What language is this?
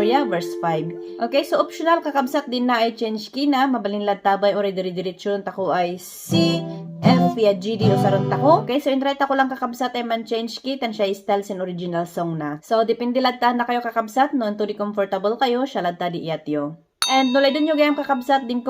Kankanaey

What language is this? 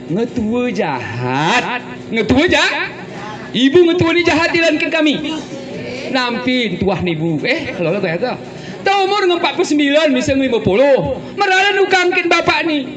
Gayo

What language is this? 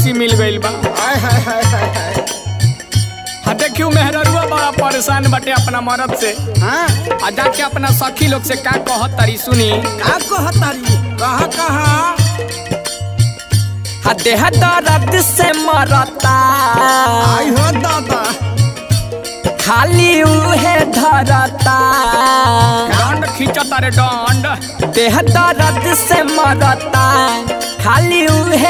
Bhojpuri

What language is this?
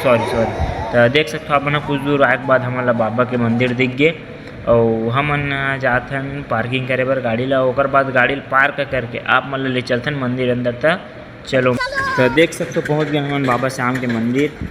Chhattisgarhi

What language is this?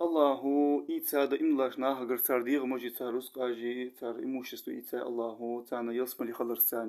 Ingush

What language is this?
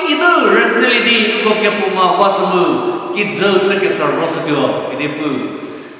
Angami Naga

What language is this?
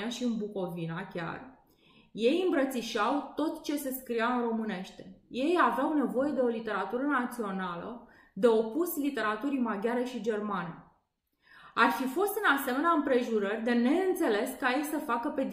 Romanian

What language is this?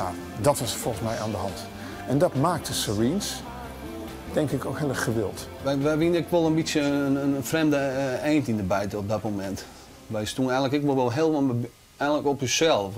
Western Frisian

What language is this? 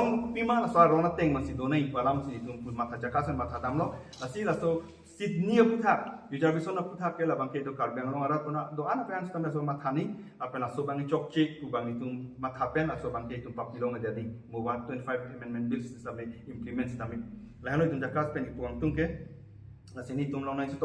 Karbi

